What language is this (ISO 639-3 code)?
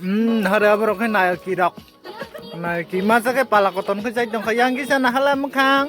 trp